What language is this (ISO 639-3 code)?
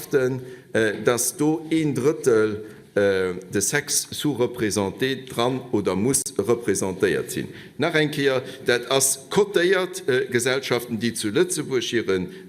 ltz